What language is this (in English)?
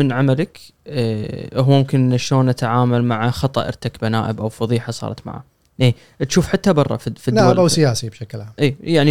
Gulf Arabic